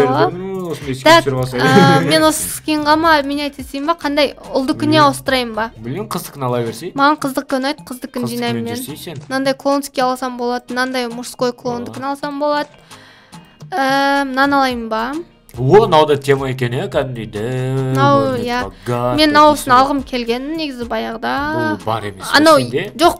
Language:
Kazakh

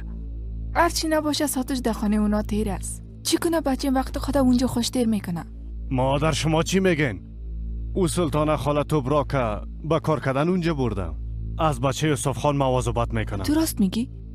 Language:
Persian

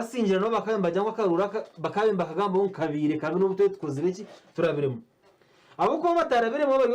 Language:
Nyankole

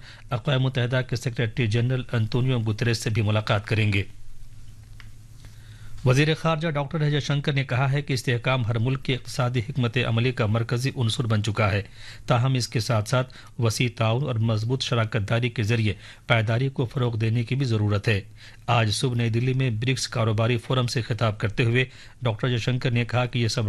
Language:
Urdu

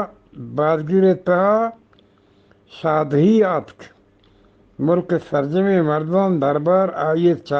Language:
Eastern Balochi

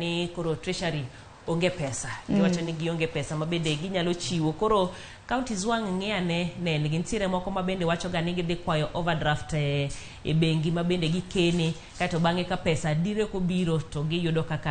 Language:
Luo (Kenya and Tanzania)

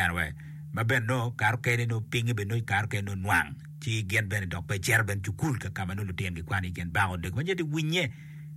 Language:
Acoli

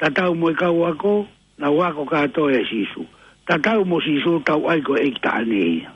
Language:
Tongan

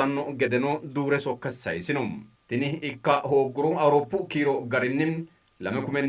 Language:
Sidamo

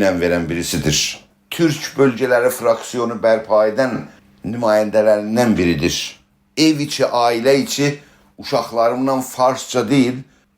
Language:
South Azerbaijani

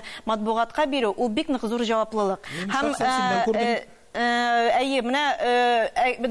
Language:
Tatar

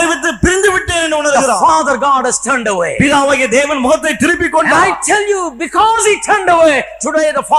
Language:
Tamil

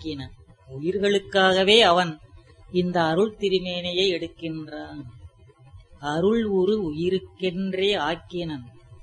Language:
Tamil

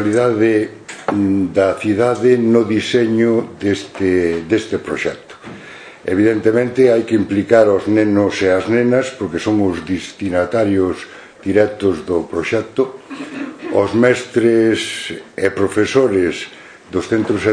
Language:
Galician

